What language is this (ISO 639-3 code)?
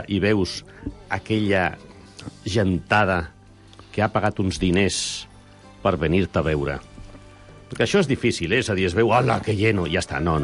cat